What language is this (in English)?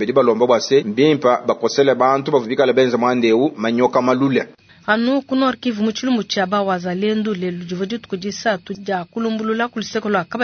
Luba-Lulua